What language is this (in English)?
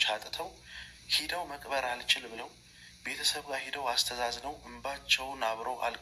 Amharic